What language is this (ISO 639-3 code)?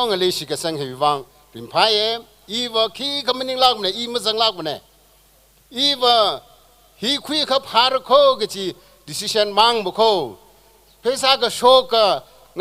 nmf